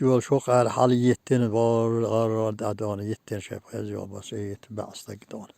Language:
Chechen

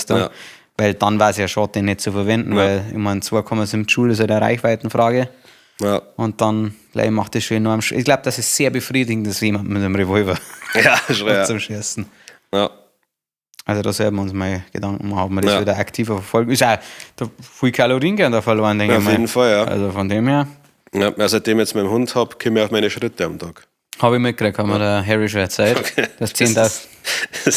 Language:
Bavarian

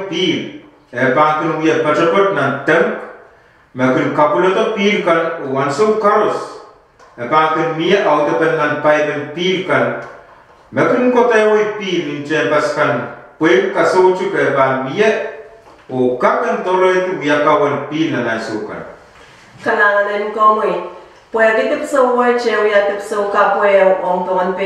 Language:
Pohnpeian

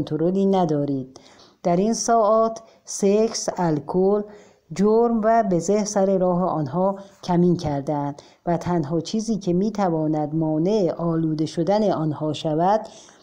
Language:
Persian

